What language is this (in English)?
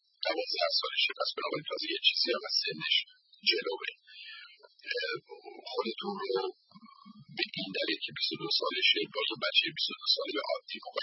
Persian